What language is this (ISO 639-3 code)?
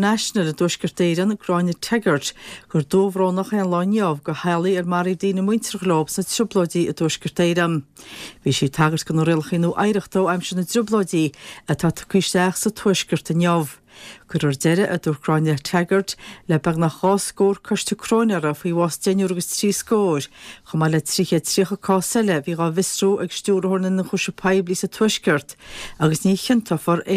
gle